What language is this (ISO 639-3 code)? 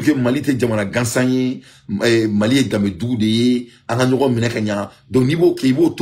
bam